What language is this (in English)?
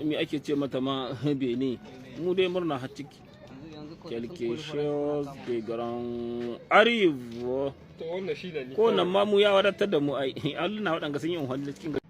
Hausa